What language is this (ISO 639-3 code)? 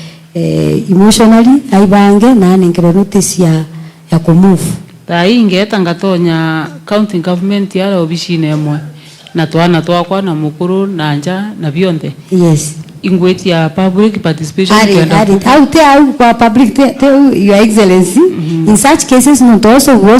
mer